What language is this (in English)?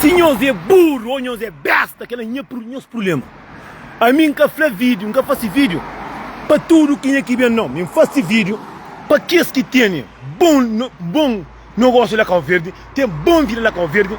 Kabuverdianu